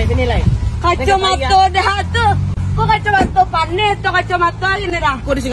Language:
Minangkabau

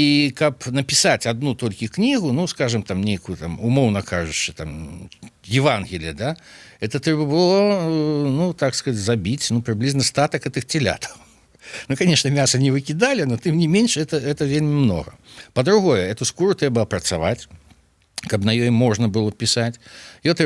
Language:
Belarusian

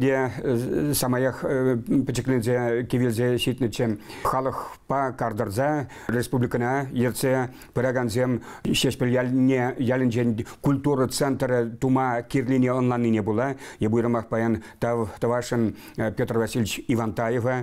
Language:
Chuvash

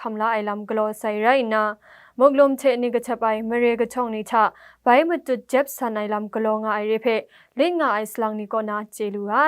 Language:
Kachin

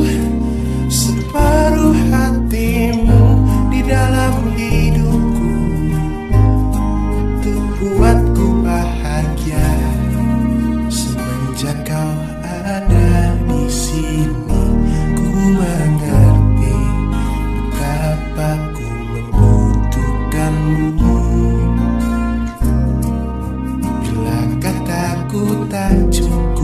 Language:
Indonesian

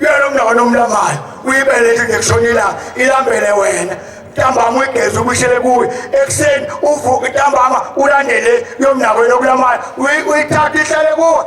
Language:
Zulu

